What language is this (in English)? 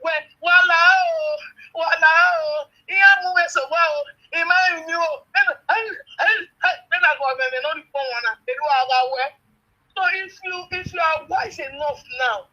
Nigerian Pidgin